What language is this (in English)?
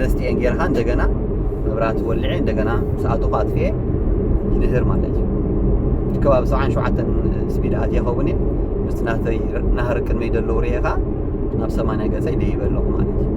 Tigrinya